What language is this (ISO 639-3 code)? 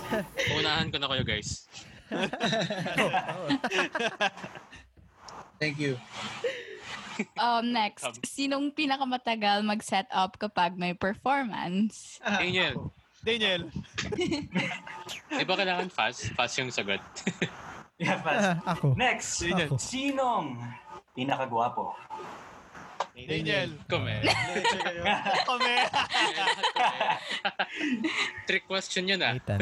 fil